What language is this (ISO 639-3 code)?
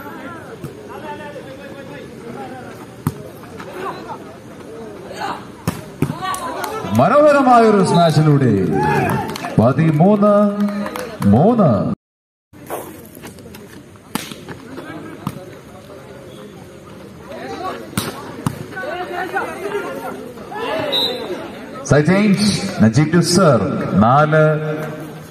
mal